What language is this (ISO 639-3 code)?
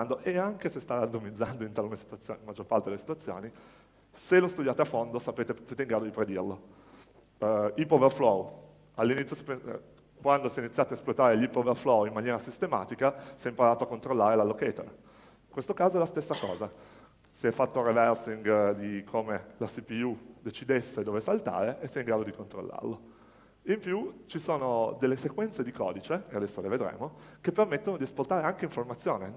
ita